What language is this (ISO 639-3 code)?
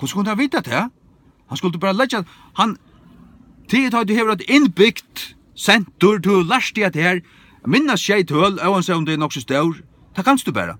fao